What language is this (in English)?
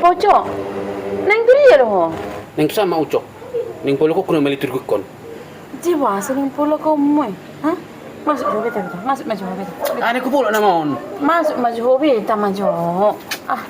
Batak Toba